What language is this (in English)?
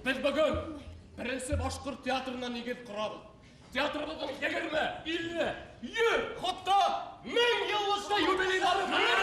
Bashkir